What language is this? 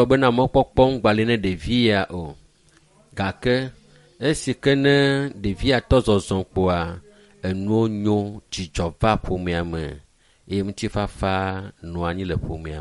Ewe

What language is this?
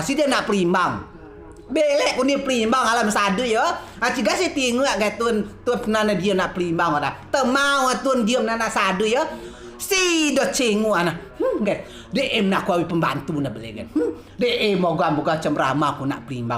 Rejang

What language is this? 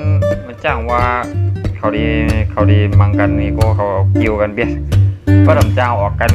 Shan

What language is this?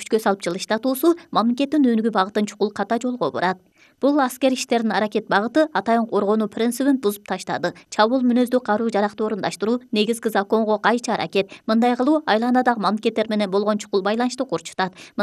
Kyrgyz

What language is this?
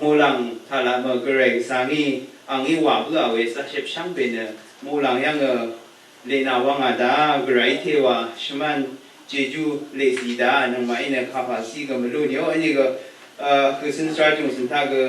Rawang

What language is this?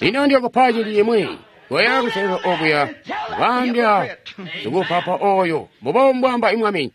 Tonga (Zambia)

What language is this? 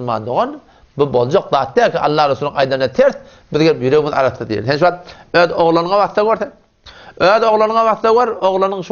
Turkmen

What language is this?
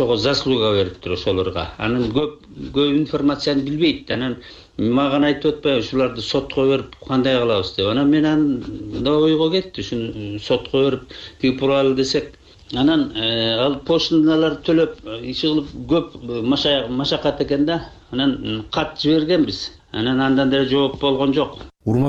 Kyrgyz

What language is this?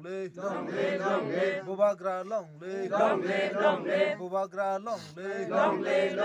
Kok Borok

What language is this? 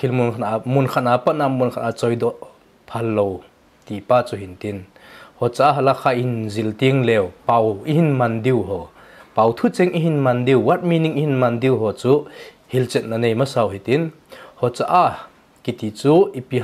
Thado Chin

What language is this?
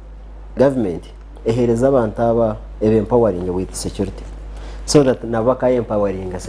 Nyankole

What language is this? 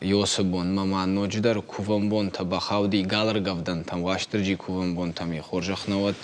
Ossetic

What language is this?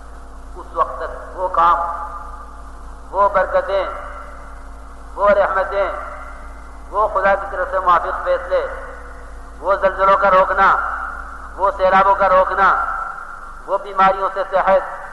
Urdu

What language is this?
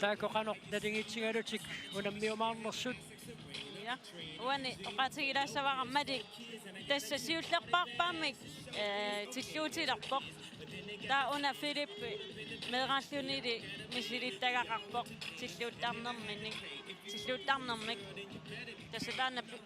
Kalaallisut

